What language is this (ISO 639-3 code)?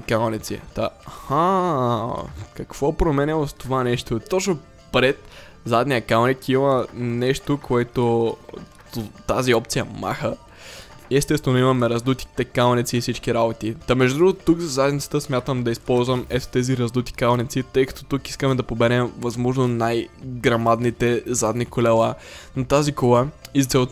bul